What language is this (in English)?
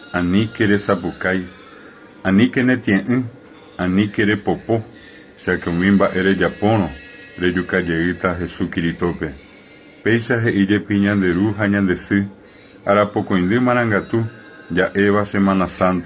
Guarani